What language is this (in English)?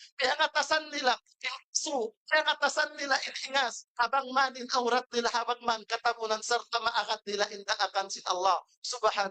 Tausug